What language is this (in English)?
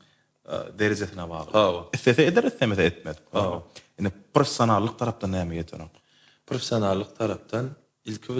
Turkmen